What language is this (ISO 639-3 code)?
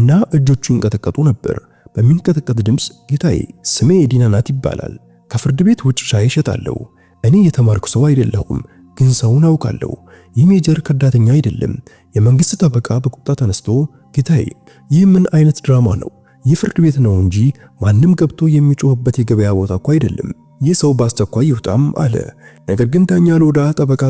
amh